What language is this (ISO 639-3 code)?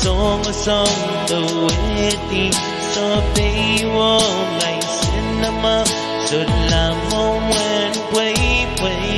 pon